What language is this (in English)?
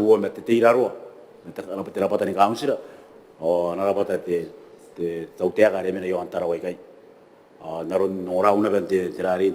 Gilbertese